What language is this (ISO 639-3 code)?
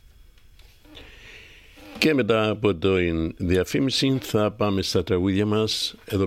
ell